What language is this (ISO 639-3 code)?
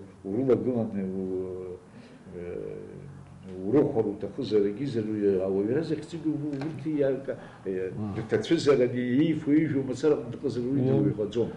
abk